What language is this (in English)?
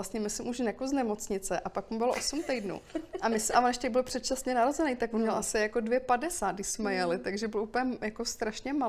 Czech